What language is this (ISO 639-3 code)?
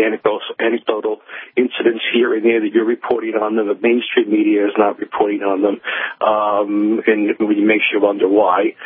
eng